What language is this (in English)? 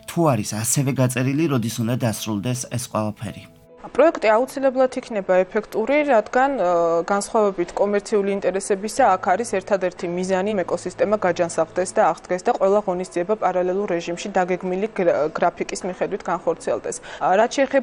Georgian